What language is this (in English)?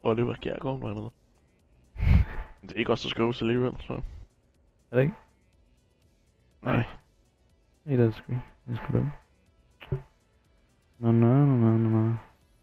Danish